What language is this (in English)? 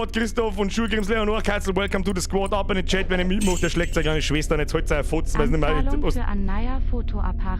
Bavarian